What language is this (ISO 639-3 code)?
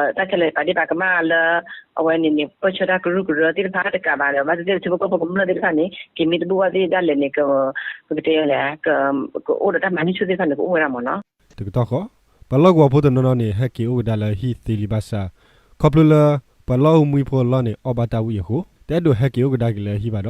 ksw